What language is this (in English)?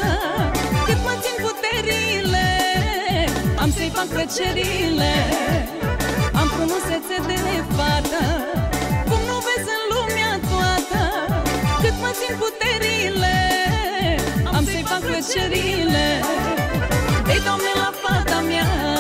Romanian